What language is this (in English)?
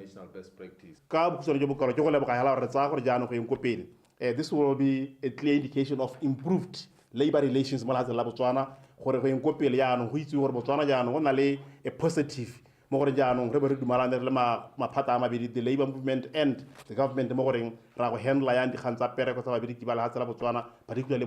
Tswana